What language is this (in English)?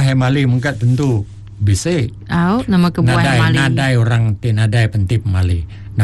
Iban